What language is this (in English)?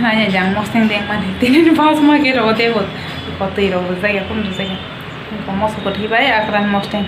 Kok Borok